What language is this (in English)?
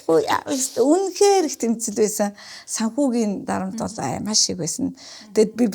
Mongolian